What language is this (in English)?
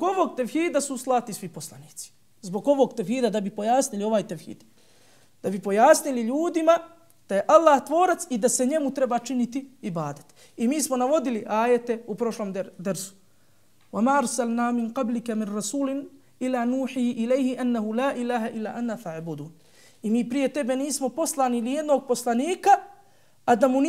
Bosnian